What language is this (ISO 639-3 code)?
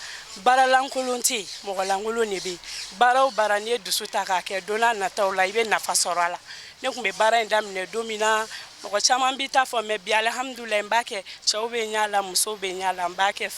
bam